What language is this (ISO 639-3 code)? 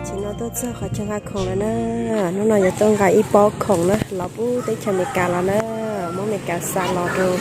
hmn